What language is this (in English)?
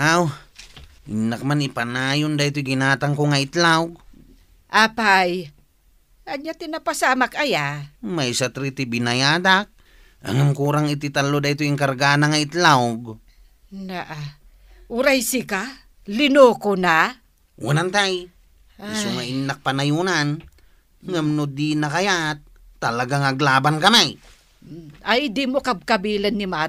Iloko